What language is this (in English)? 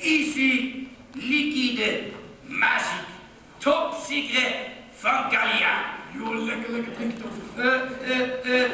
Limburgish